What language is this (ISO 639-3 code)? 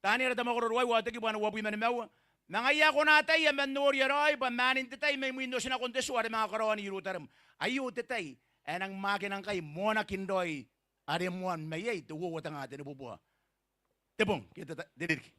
gil